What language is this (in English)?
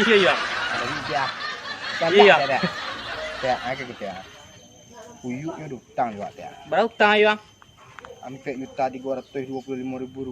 Minangkabau